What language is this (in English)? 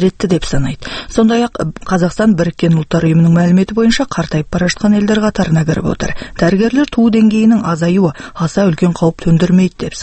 Kazakh